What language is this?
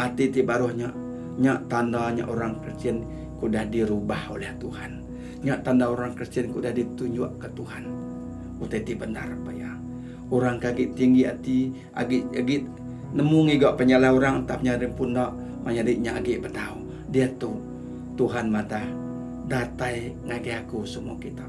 Iban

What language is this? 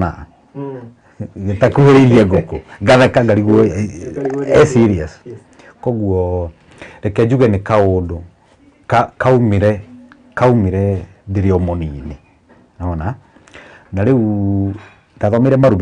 Kikuyu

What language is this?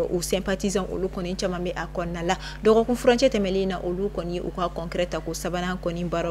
Bambara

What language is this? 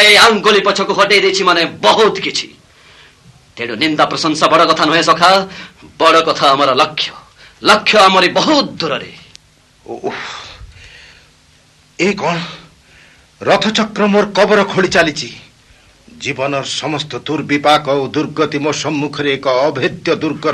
Odia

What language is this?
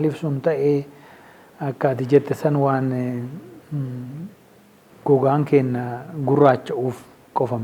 Oromo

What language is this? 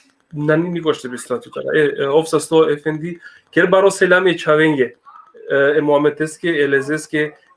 Balkan Romani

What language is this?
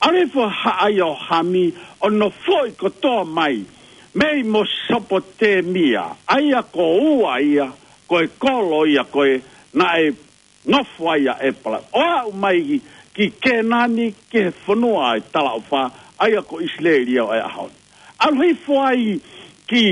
Tongan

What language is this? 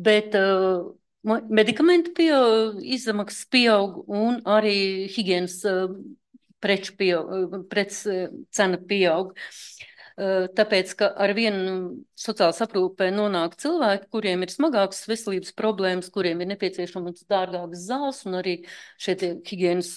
Latvian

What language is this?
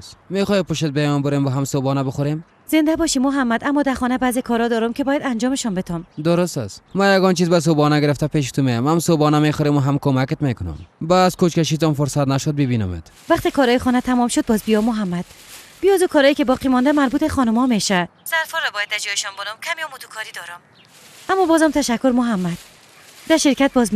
Persian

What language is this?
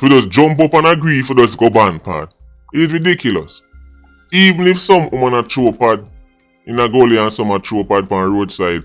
Jamaican Creole English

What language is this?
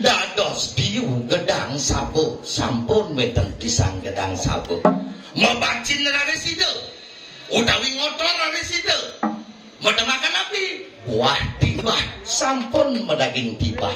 Balinese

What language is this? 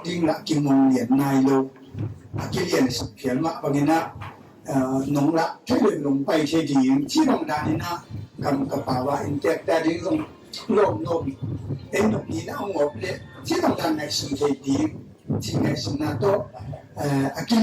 Tedim Chin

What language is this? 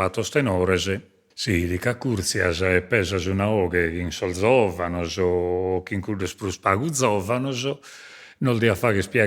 Sardinian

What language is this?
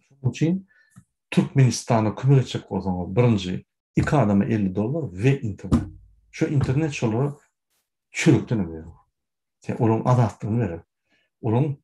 Turkmen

